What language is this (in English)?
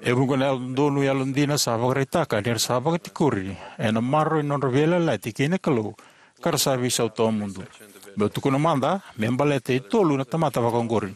Fijian